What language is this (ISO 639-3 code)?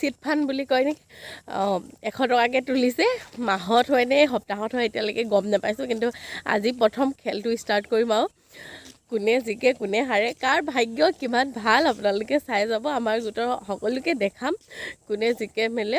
asm